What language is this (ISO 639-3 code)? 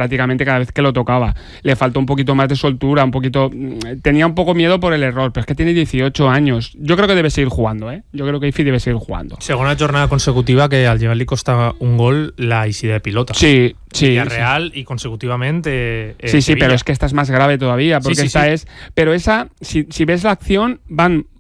cat